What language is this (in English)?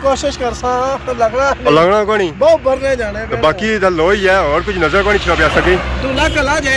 Pahari-Potwari